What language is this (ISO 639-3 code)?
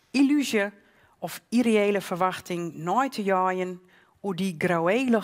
fry